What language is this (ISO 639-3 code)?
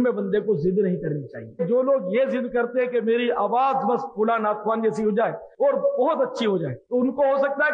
urd